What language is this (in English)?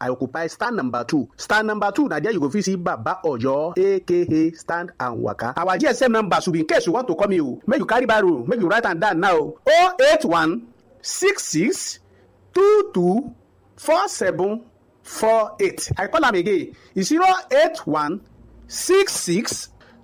Nigerian Pidgin